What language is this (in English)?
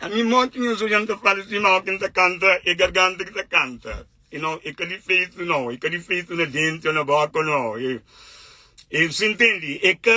Kabuverdianu